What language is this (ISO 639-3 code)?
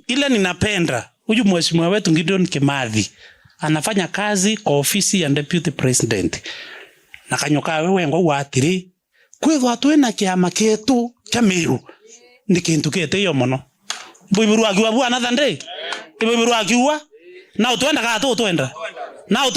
mer